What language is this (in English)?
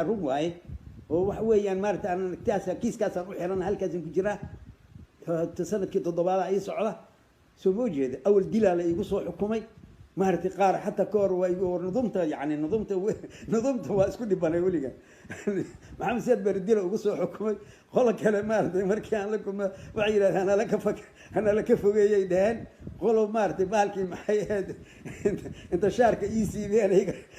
Somali